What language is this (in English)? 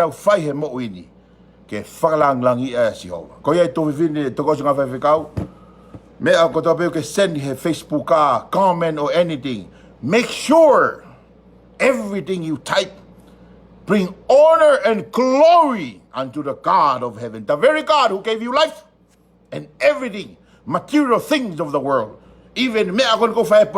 Tongan